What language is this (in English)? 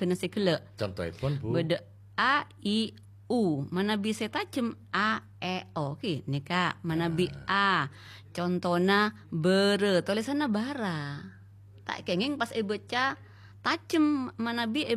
Madurese